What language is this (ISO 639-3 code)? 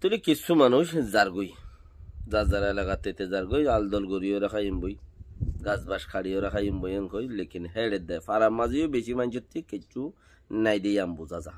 rhg